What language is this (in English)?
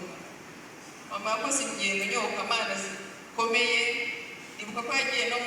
Kinyarwanda